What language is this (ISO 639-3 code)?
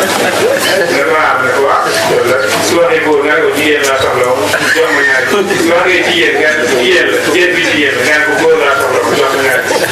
wol